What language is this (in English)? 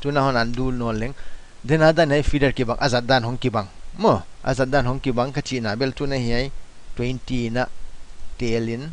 Paite Chin